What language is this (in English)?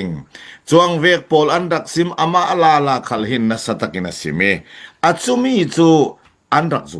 Falam Chin